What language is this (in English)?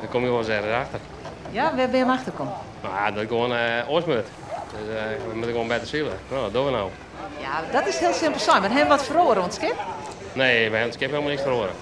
Western Frisian